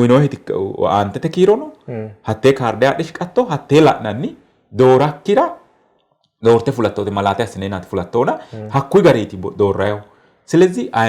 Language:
Sidamo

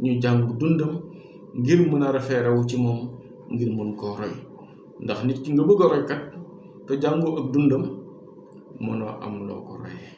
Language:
Wolof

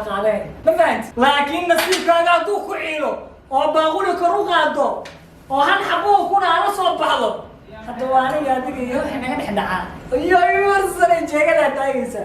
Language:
Somali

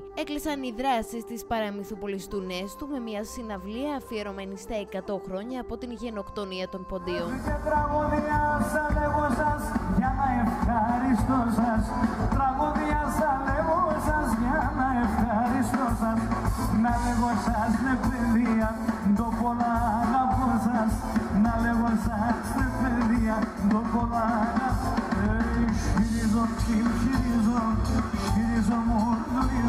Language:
Greek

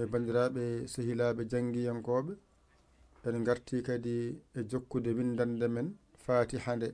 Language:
Fula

